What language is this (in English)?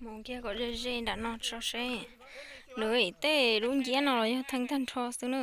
Hmong